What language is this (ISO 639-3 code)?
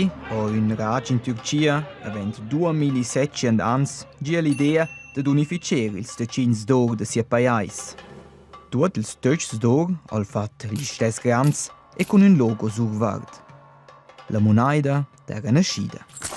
roh